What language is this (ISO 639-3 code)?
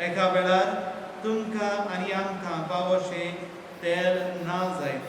kok